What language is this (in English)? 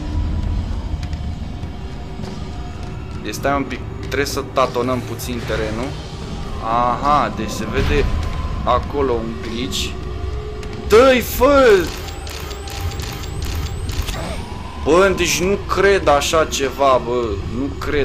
Romanian